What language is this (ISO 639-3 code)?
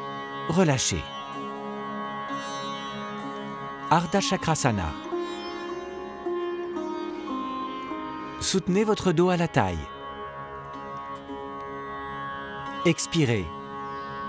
fra